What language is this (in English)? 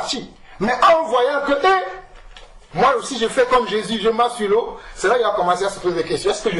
French